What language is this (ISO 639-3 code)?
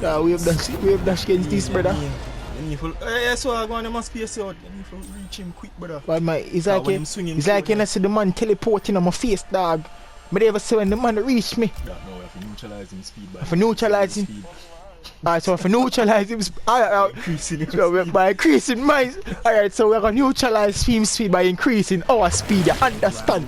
jam